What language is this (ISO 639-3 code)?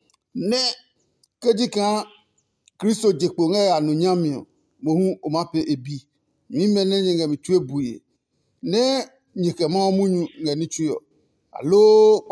ada